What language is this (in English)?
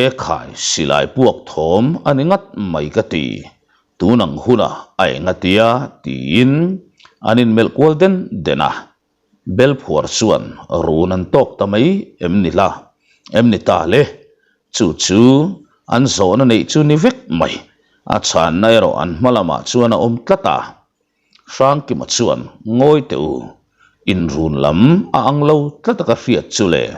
Mizo